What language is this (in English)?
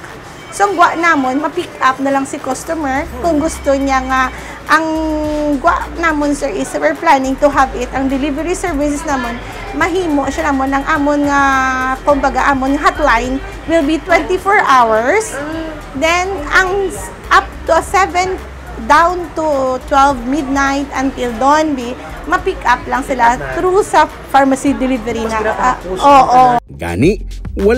Hiligaynon